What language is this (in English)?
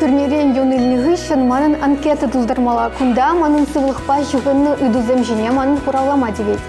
Chuvash